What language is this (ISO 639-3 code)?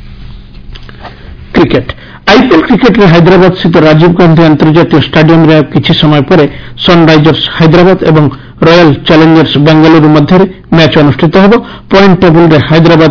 ori